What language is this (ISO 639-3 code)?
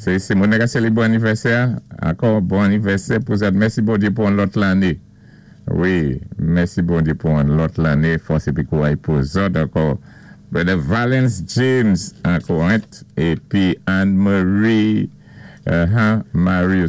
acf